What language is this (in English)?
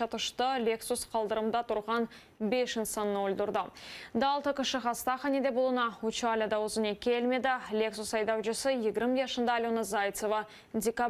Crimean Tatar